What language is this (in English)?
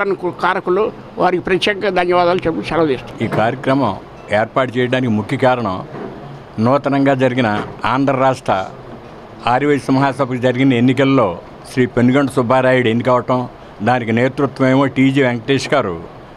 Telugu